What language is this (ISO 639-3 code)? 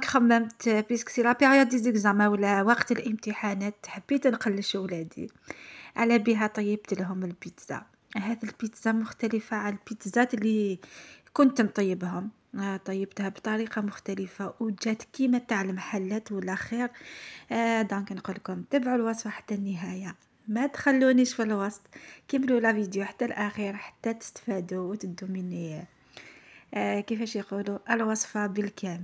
arq